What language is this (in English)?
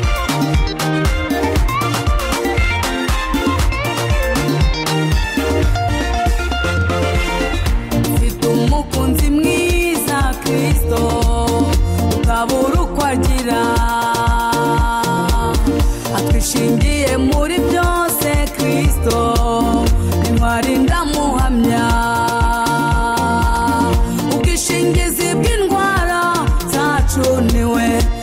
Kinyarwanda